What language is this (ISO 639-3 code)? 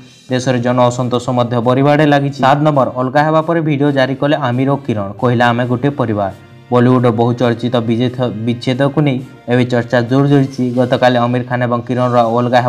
ori